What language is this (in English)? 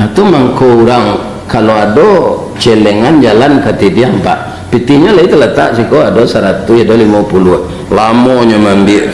Minangkabau